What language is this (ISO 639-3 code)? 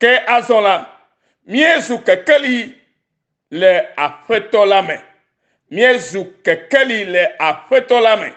ewe